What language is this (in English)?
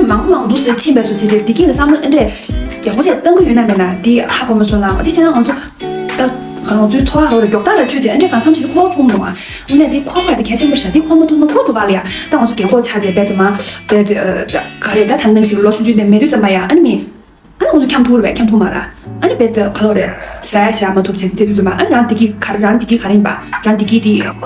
Tibetan